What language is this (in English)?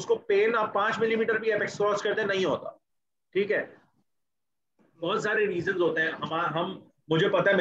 Hindi